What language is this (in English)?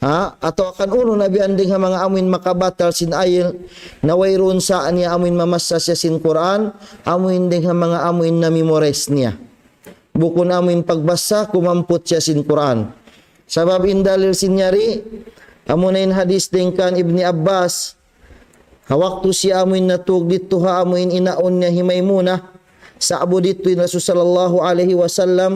Tausug